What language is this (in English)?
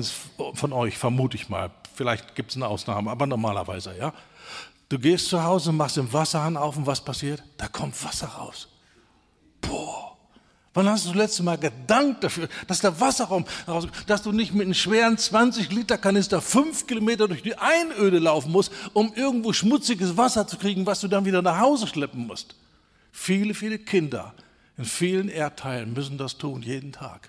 German